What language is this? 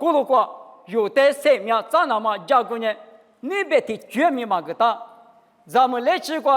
Lisu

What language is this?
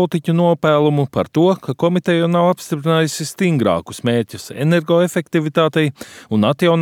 Latvian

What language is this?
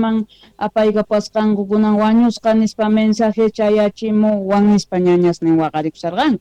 South Bolivian Quechua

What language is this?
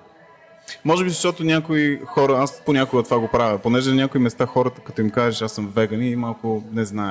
Bulgarian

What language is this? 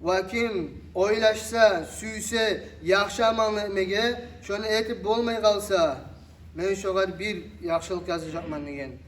Kumyk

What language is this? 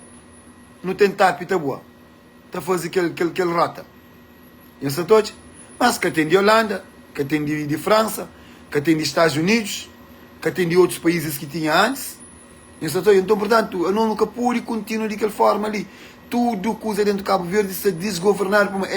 Kabuverdianu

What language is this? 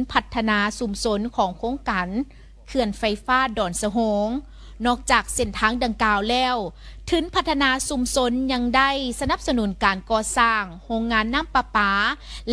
Lao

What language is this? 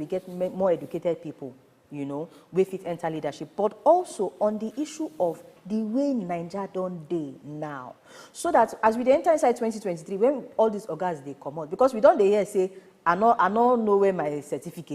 Nigerian Pidgin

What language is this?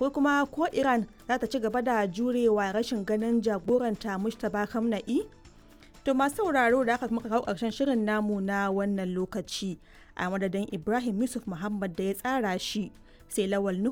Hausa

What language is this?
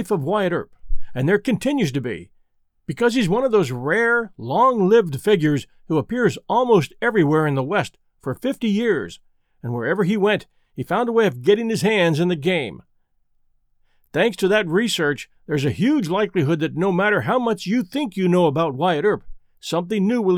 English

